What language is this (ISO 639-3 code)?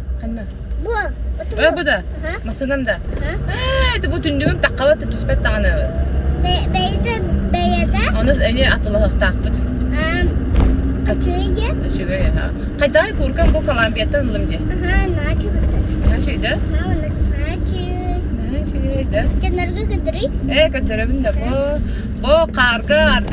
sah